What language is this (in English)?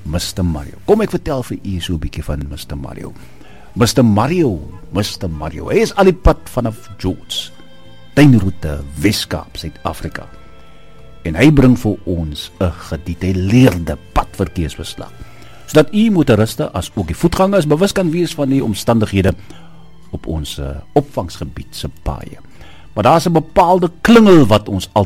Afrikaans